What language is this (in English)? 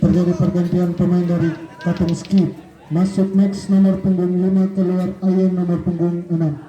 Ambonese Malay